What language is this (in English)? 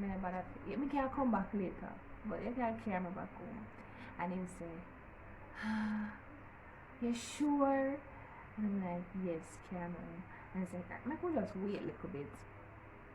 Jamaican Creole English